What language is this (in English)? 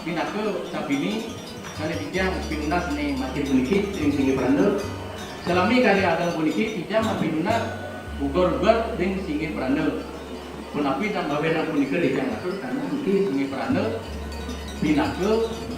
Balinese